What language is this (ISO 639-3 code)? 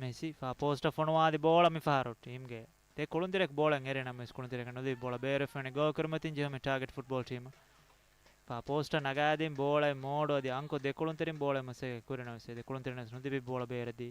div